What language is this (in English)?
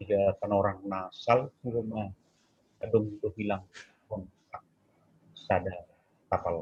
Batak Simalungun